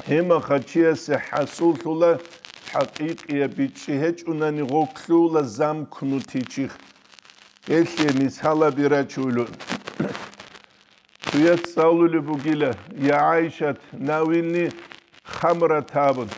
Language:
Avaric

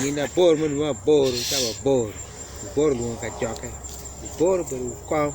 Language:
Acoli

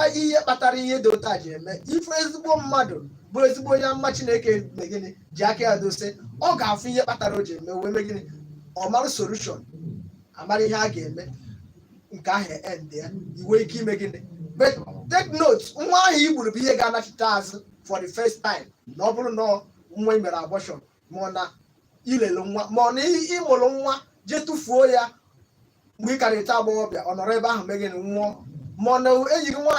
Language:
Igbo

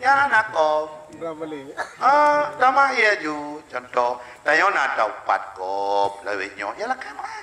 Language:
Achinese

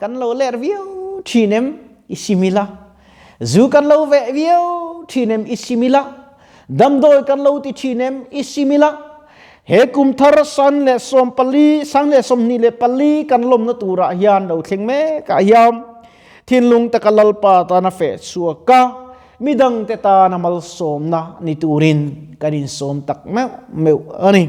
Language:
Mizo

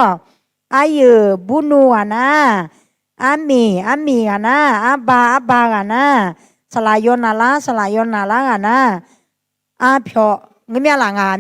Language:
Akha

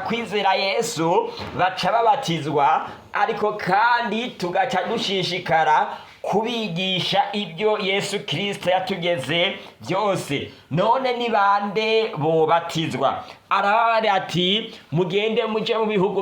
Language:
Rundi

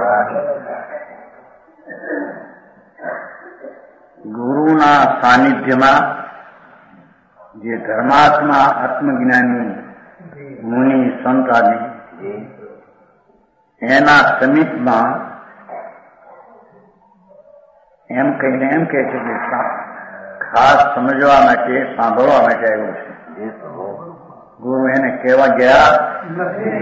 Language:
Gujarati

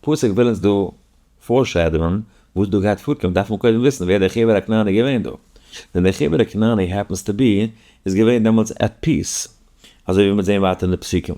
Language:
Yiddish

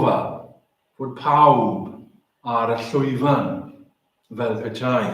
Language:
Welsh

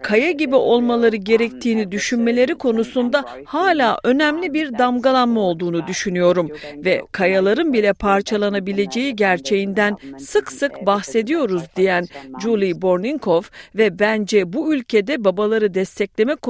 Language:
Turkish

